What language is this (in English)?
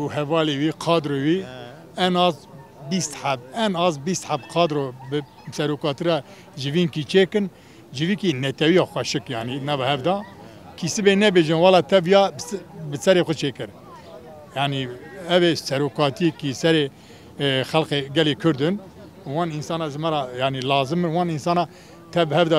Kurdish